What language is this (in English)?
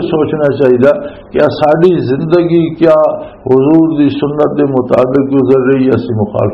Western Panjabi